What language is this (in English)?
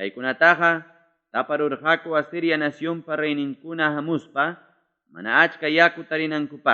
Ayacucho Quechua